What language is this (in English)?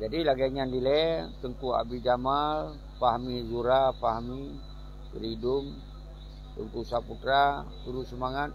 Achinese